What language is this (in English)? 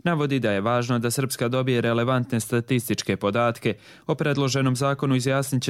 Croatian